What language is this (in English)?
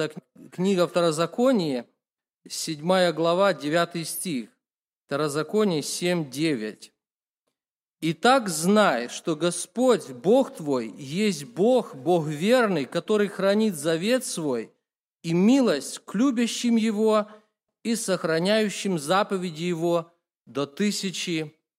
Russian